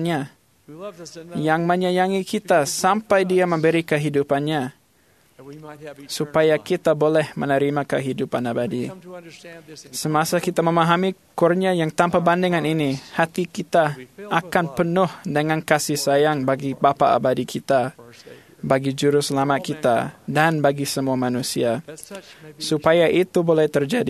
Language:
Malay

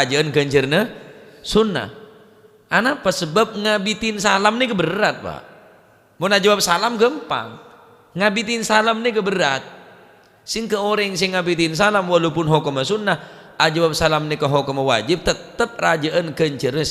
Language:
Madurese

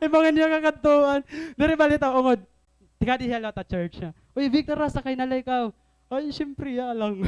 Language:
Waray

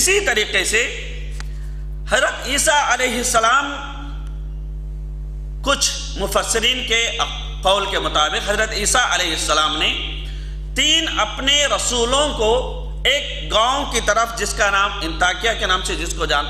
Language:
Urdu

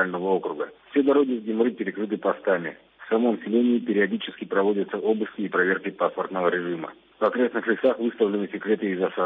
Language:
Russian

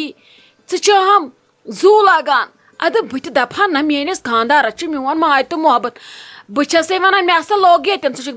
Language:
Kashmiri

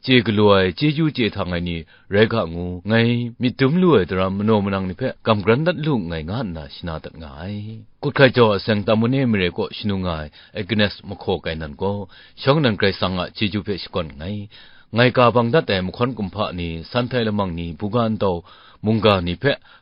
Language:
Kachin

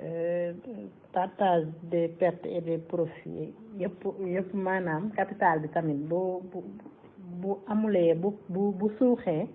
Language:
Wolof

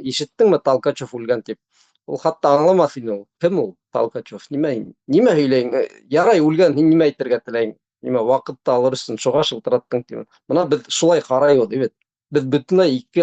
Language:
Bashkir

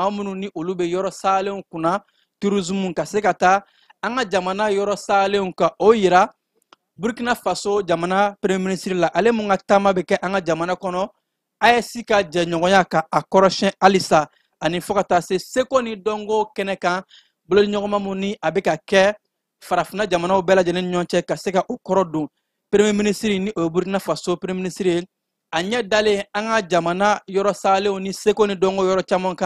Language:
Bambara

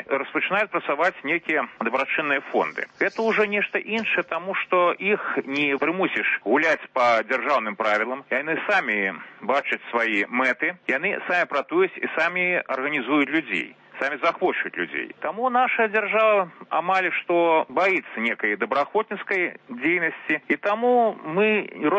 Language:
Belarusian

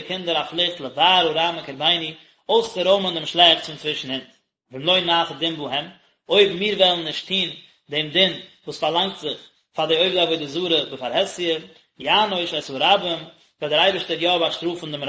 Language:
Yiddish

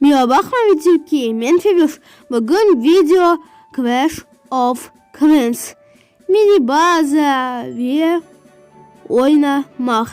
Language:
Crimean Tatar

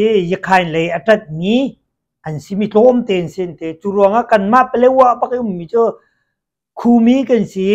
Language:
Hakha Chin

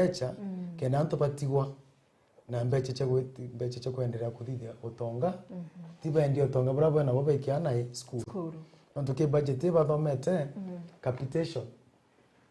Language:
Meru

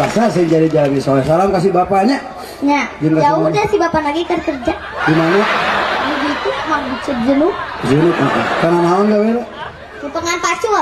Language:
Sundanese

